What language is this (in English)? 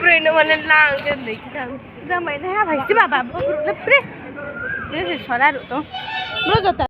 Riang (India)